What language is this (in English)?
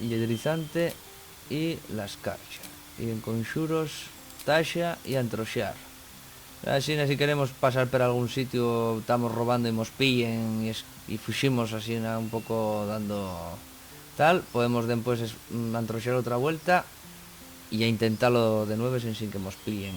Asturian